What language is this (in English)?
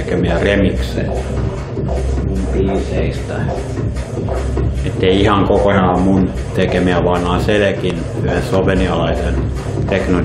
Finnish